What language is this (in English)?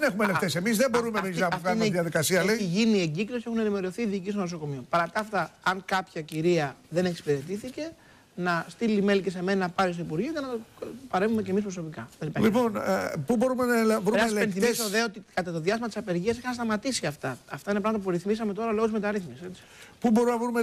Greek